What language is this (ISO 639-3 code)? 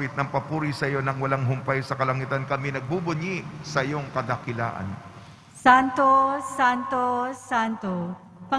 fil